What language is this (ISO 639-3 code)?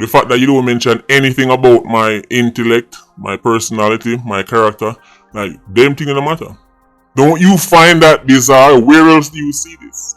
jam